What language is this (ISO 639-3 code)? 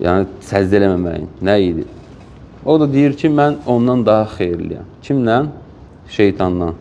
aze